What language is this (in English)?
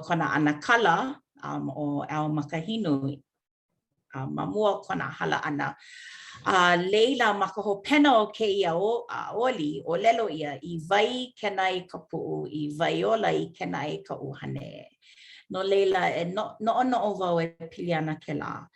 Hawaiian